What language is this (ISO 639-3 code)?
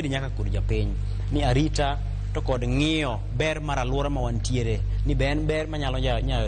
luo